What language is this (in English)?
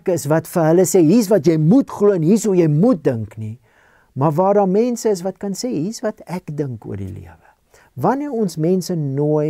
Afrikaans